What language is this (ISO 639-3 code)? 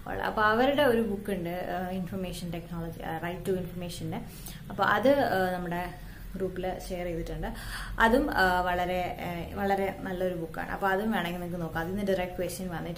mal